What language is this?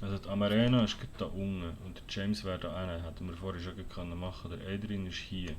Swiss German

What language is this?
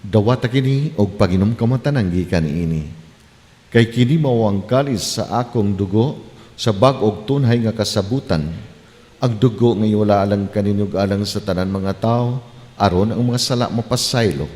Cebuano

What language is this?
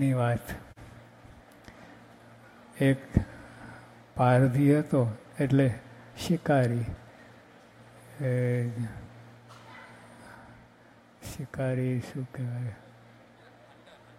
Gujarati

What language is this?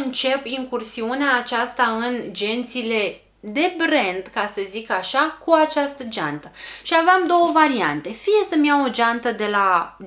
Romanian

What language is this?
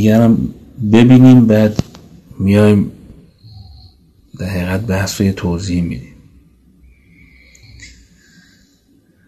Persian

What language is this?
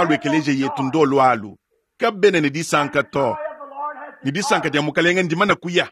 Luba-Lulua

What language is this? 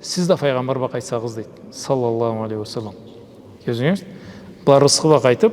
Karachay-Balkar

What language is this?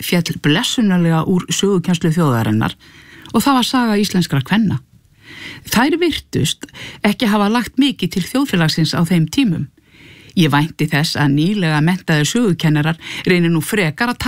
Icelandic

